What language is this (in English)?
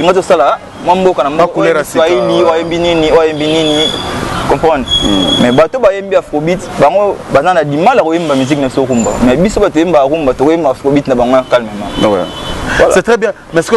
Lingala